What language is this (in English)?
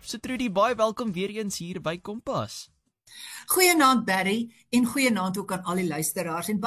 Afrikaans